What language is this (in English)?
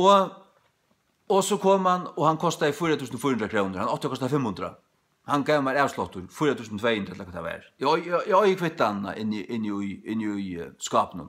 Faroese